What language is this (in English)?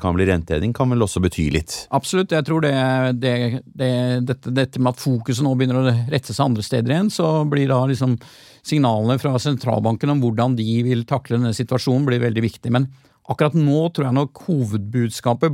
Norwegian